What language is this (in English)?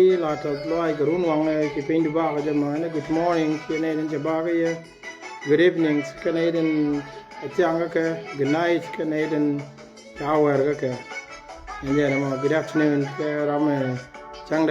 Nuer